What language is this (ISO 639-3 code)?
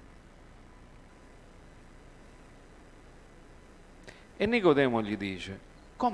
ita